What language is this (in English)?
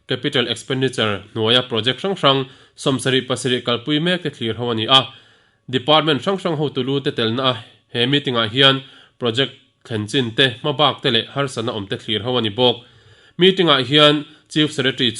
Mizo